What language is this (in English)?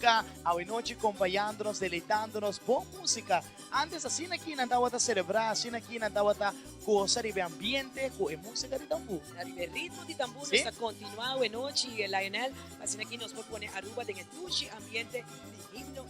Papiamento